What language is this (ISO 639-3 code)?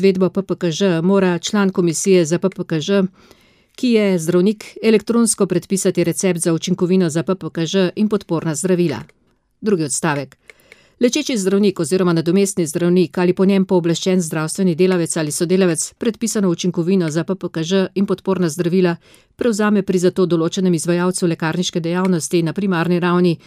slv